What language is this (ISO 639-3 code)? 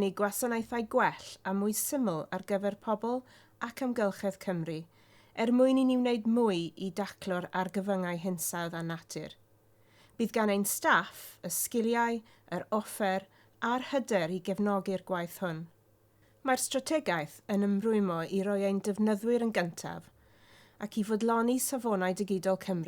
cym